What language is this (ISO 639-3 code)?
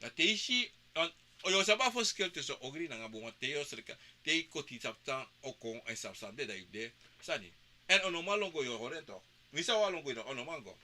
srn